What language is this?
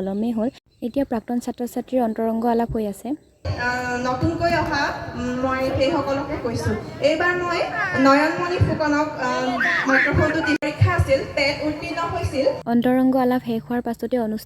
Assamese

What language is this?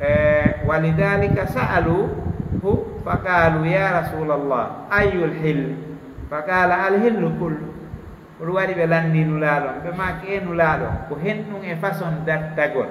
Fula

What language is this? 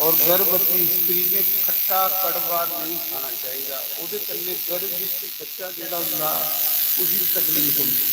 Dogri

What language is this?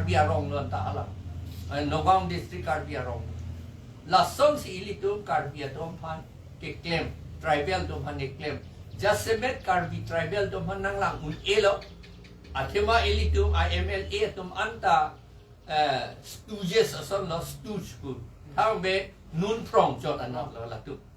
Karbi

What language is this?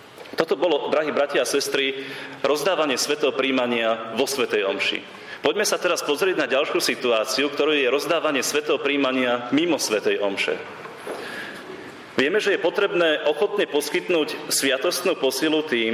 Slovak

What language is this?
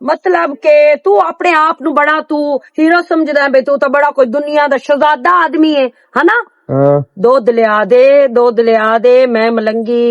Western Panjabi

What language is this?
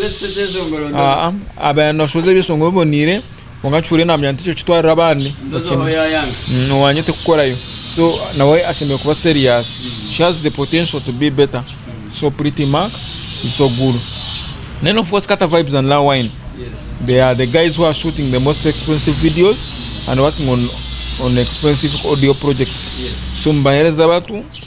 Nyankole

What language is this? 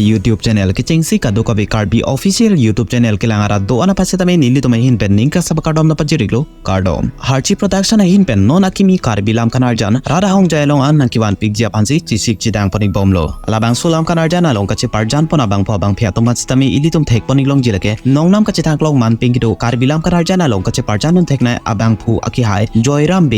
Karbi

